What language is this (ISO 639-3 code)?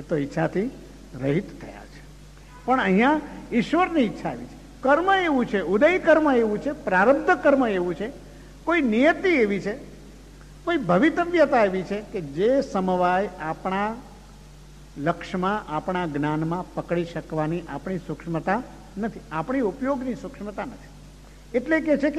guj